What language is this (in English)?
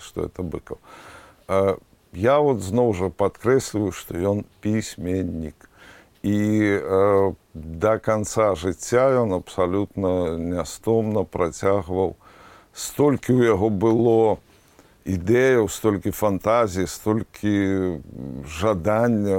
Belarusian